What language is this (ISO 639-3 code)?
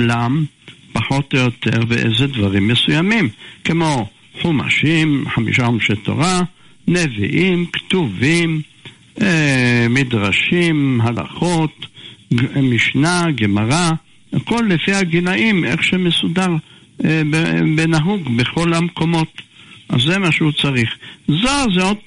heb